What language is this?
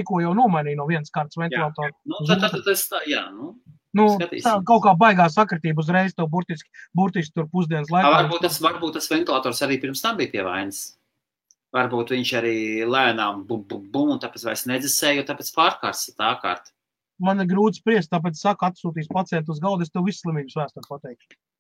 Latvian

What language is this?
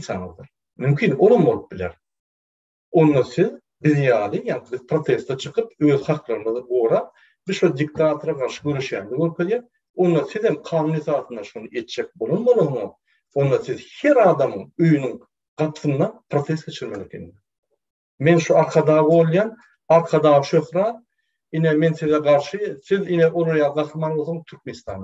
Turkmen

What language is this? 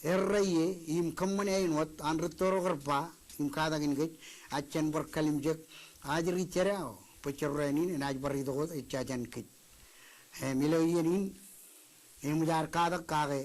Marshallese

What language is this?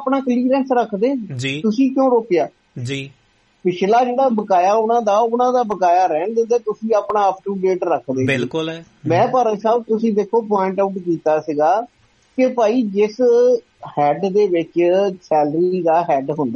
Punjabi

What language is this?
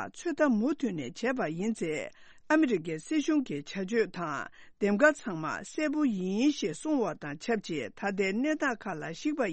Tibetan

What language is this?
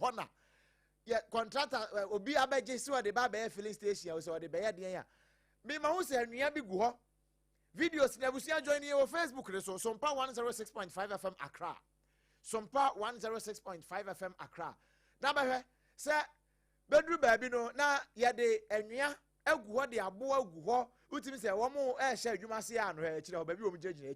Akan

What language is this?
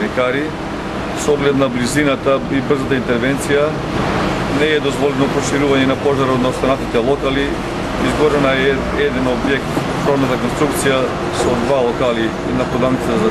Macedonian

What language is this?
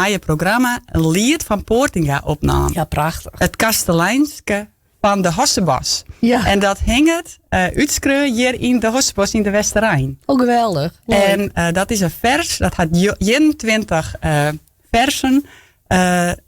Western Frisian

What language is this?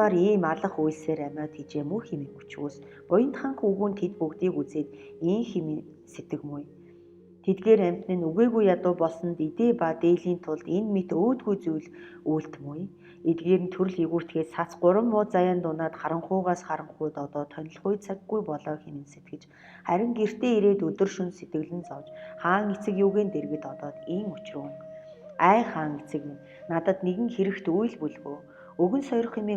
Mongolian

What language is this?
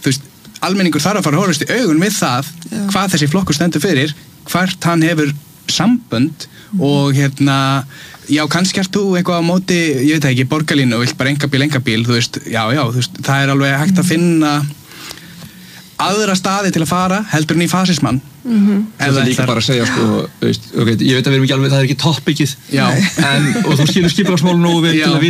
Icelandic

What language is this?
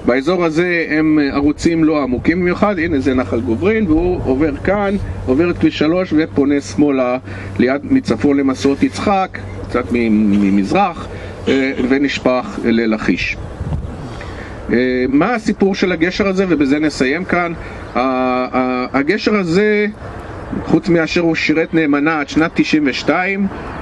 Hebrew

